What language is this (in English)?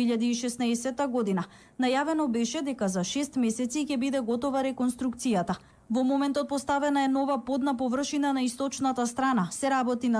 Macedonian